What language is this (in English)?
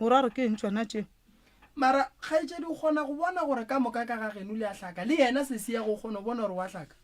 Northern Sotho